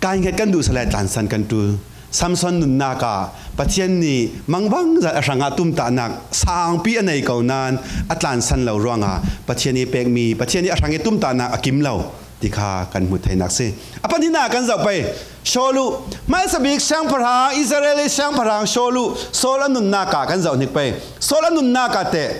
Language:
Falam Chin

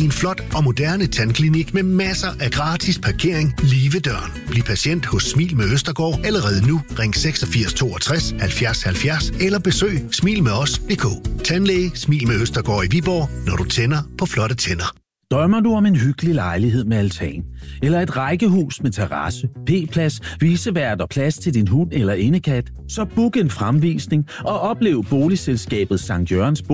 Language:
Danish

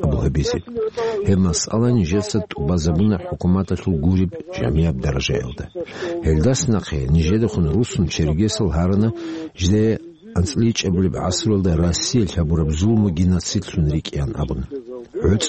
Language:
Avaric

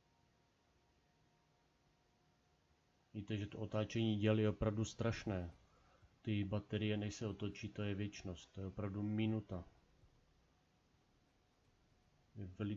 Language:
Czech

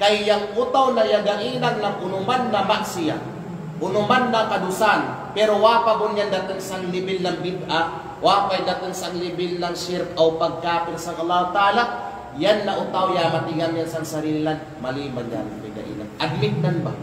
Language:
Kalagan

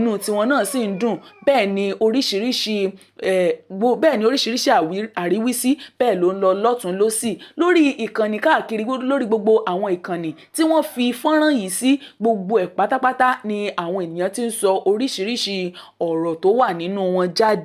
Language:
Yoruba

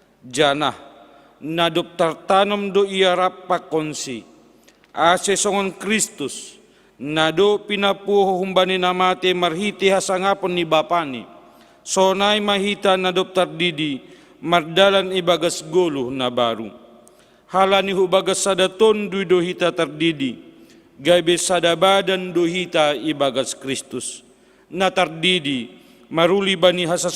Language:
Batak Simalungun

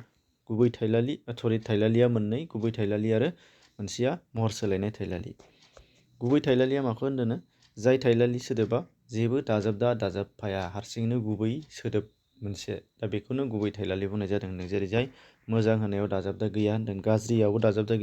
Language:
Bodo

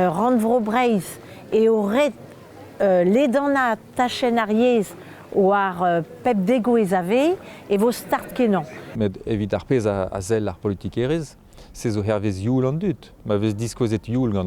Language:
Breton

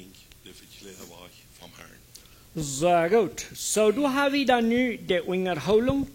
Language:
Plautdietsch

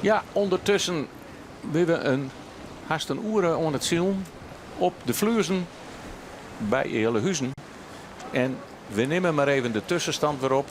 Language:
Western Frisian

